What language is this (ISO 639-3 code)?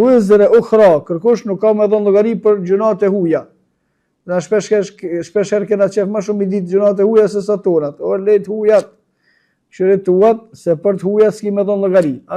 sqi